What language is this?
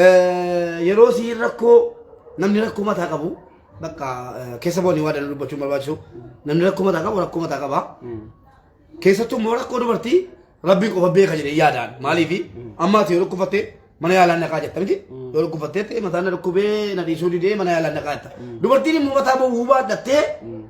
Oromo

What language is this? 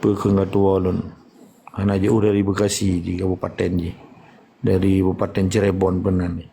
Achinese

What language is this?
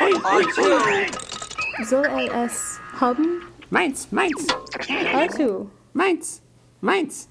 Yiddish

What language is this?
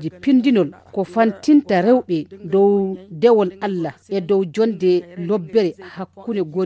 Fula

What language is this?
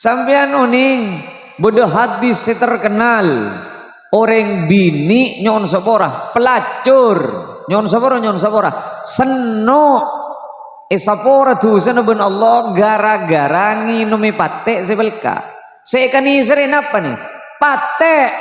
Madurese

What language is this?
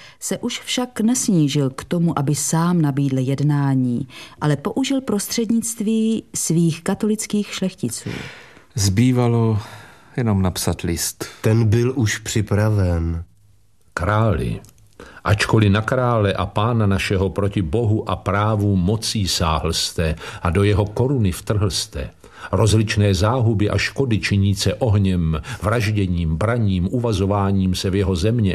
Czech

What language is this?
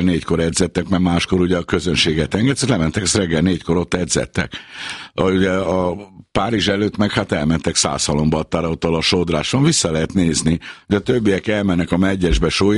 Hungarian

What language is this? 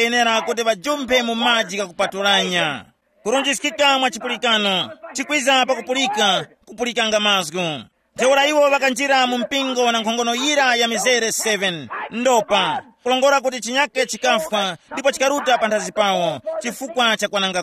Tumbuka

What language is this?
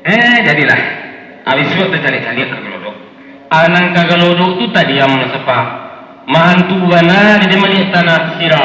Minangkabau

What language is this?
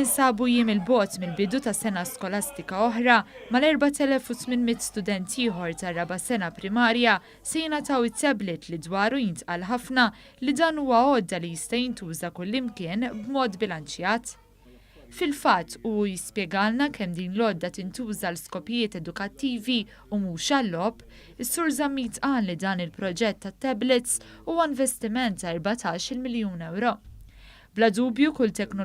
Maltese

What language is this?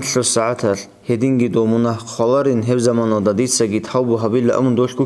Avaric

